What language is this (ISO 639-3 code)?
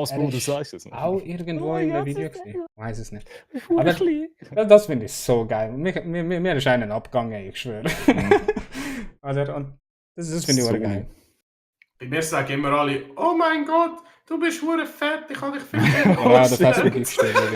gsw